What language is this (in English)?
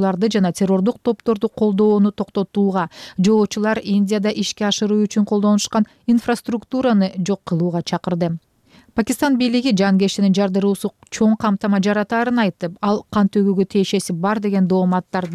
Kyrgyz